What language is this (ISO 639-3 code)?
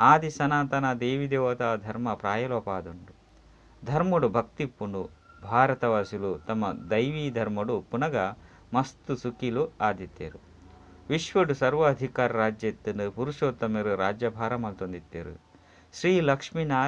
tcy